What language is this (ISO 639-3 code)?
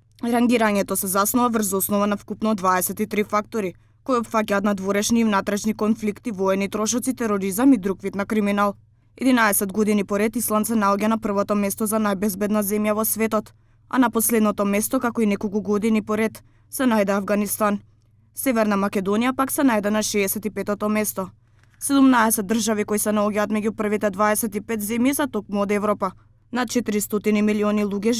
mkd